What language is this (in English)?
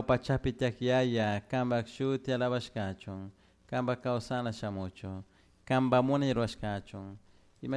Chimborazo Highland Quichua